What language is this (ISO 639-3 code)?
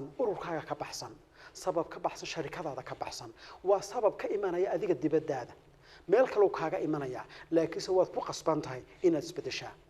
som